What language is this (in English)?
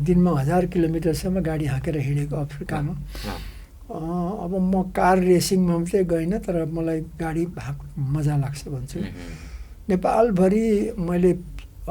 Nepali